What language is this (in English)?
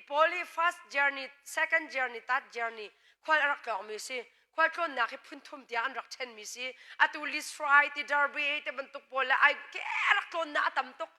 Hakha Chin